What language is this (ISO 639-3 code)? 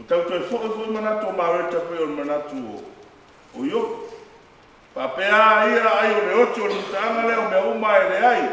smo